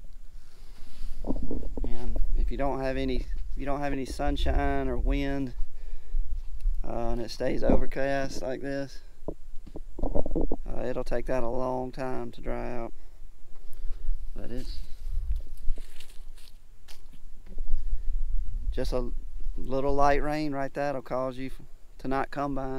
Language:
English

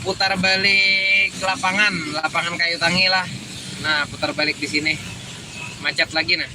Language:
Banjar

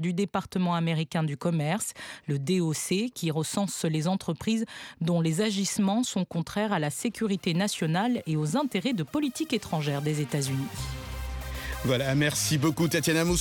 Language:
French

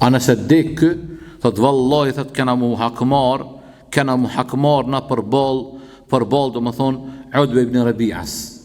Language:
Albanian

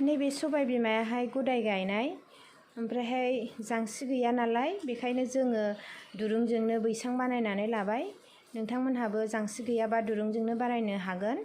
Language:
Bodo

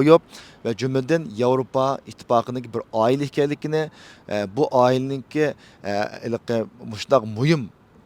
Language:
Uyghur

